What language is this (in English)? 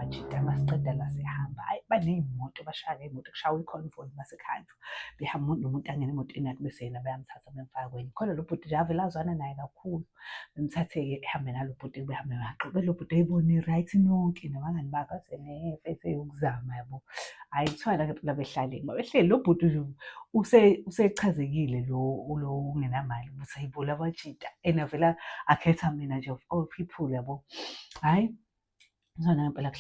Zulu